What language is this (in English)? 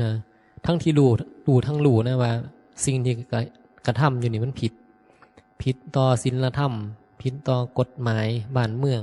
Northeastern Thai